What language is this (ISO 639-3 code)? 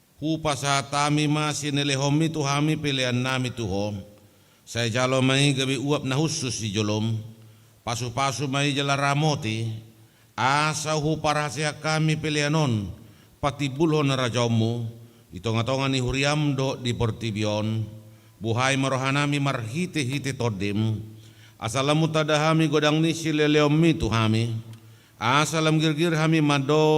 bbc